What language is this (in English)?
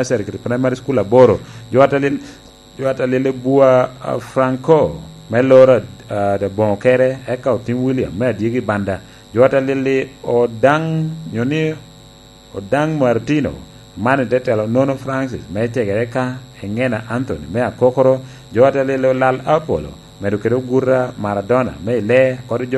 Lango (Uganda)